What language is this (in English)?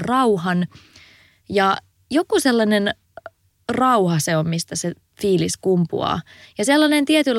Finnish